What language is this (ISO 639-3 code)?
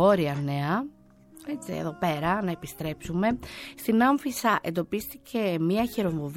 ell